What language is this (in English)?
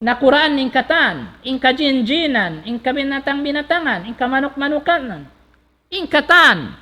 Tausug